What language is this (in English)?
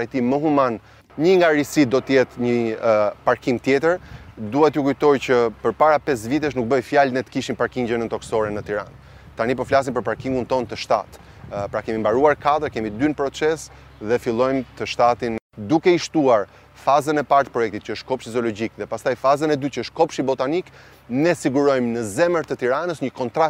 Albanian